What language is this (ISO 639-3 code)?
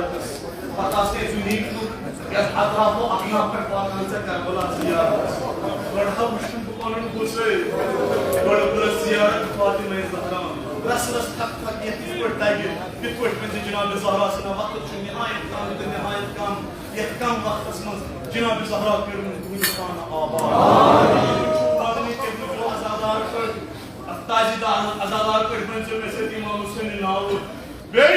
kas